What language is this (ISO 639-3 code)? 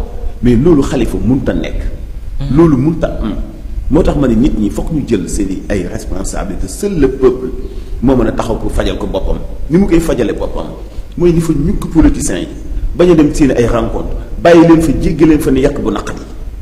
wol